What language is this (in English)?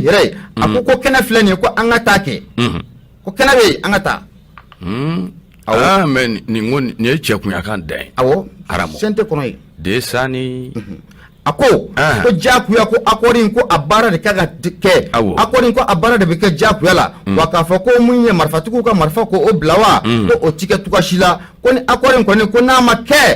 Bambara